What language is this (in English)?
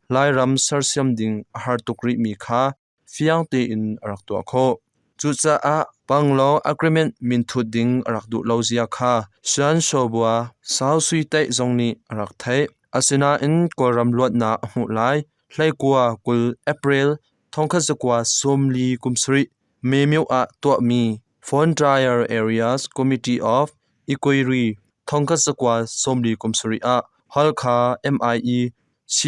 Hakha Chin